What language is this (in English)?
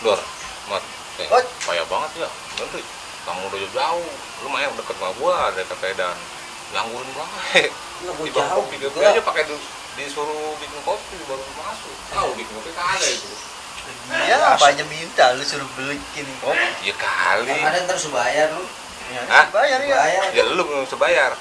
Betawi